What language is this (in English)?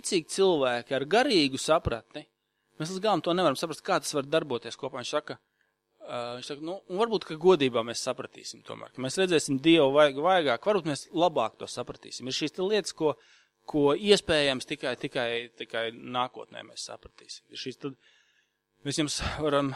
Latvian